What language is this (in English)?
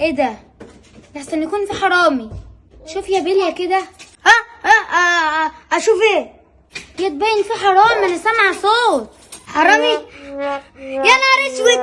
Egyptian Arabic